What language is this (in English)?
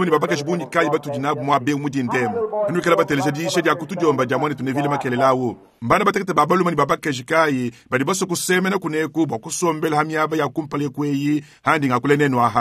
Luba-Lulua